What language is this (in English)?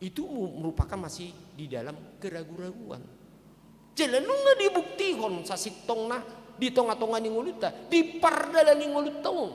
Batak Toba